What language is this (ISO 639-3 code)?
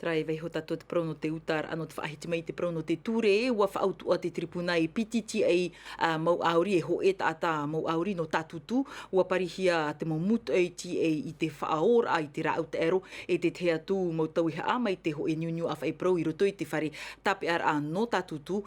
tah